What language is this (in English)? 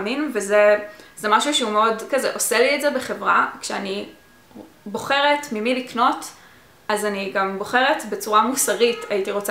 Hebrew